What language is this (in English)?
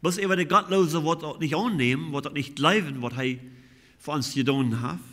Plautdietsch